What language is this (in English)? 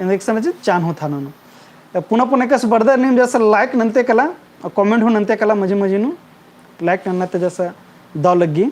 Kurukh